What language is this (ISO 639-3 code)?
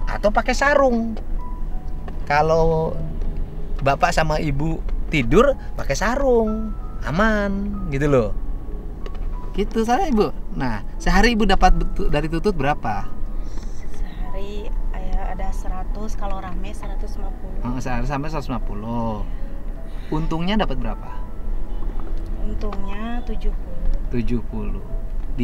ind